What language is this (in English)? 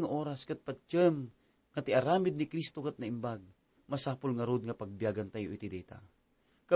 Iloko